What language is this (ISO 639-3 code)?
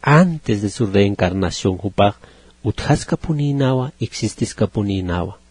aym